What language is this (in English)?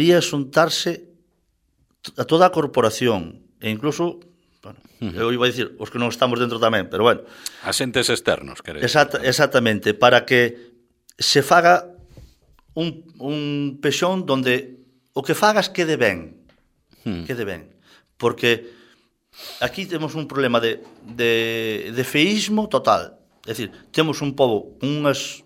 Galician